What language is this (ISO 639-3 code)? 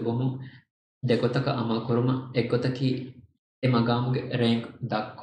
div